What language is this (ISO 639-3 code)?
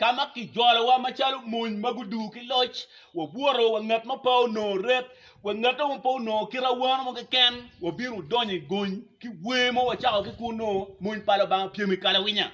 ach